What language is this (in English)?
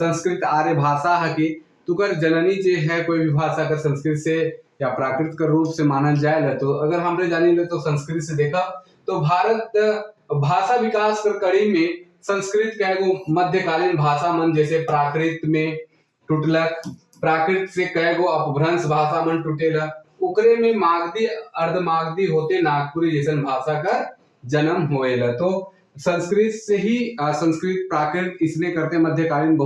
Sadri